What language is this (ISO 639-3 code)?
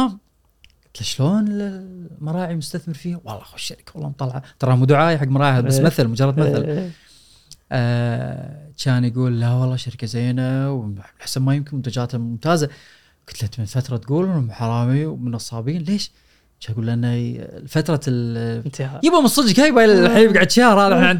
afb